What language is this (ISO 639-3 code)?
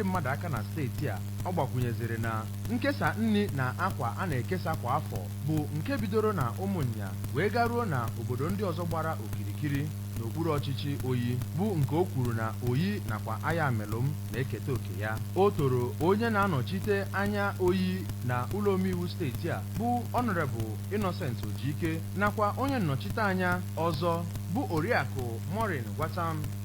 ibo